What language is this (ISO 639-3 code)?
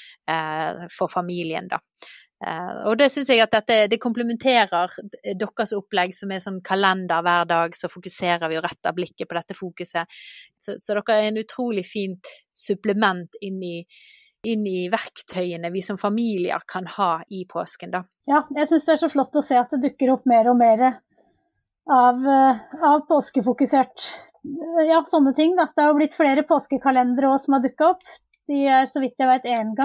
nor